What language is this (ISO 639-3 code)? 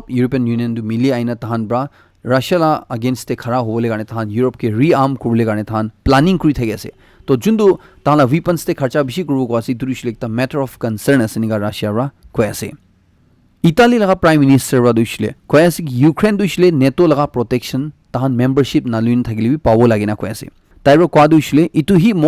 nag